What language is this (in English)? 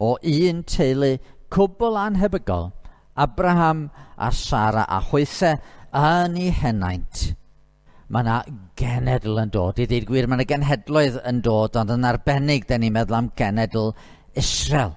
Welsh